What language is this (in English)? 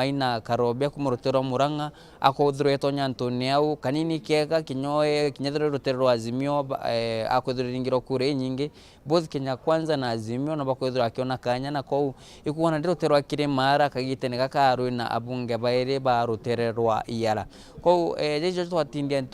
Meru